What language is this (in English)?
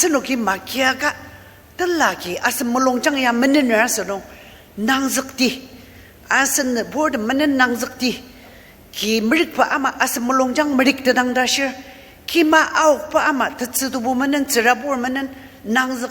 Ao Naga